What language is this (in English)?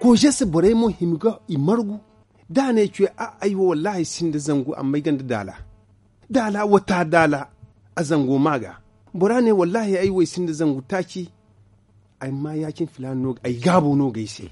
Zarma